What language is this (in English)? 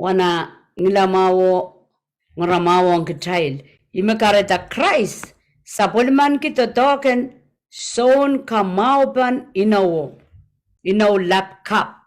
Pohnpeian